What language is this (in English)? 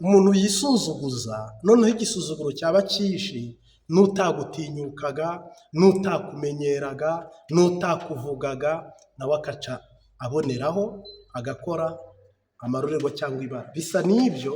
Kinyarwanda